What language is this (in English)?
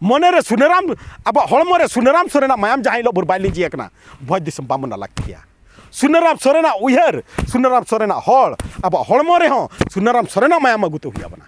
Santali